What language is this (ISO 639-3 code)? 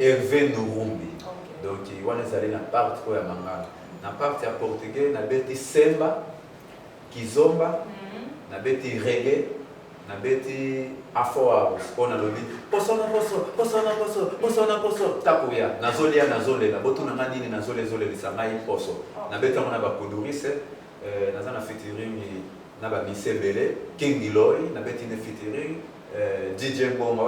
lin